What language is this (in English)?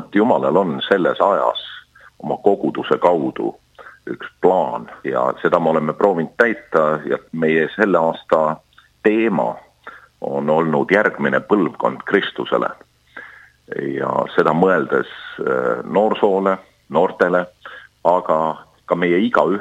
Estonian